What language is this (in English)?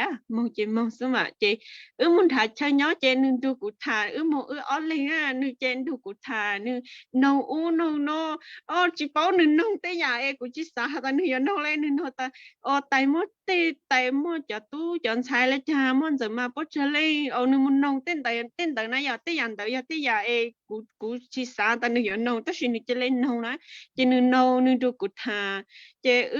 Hmong